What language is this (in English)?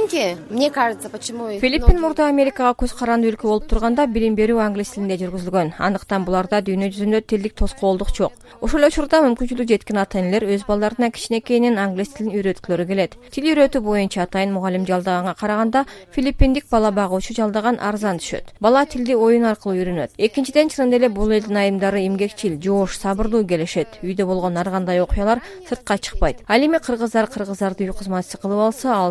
Kyrgyz